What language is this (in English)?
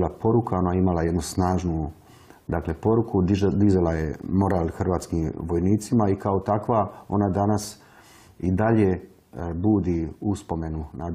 Croatian